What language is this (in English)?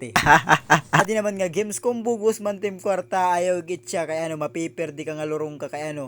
Waray